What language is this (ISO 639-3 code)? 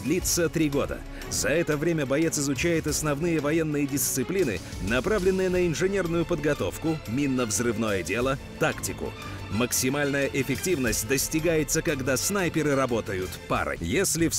rus